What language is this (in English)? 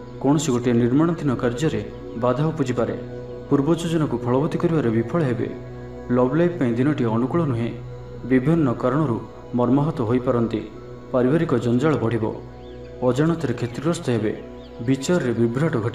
Odia